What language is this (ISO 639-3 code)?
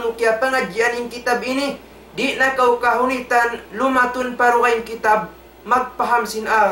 tsg